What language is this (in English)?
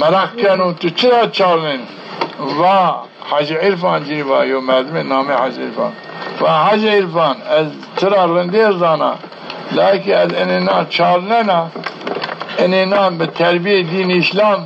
Zaza